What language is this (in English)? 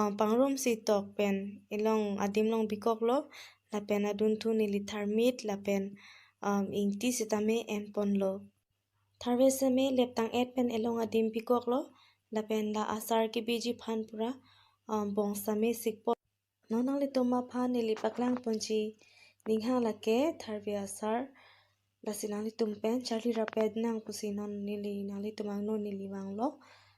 Karbi